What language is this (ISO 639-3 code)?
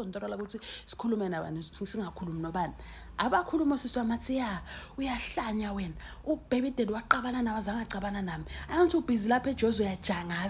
zul